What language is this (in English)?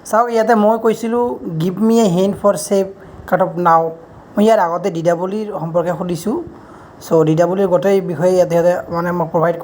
Assamese